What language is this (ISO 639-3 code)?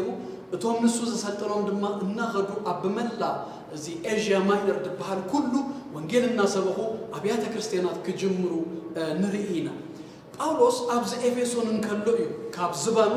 tir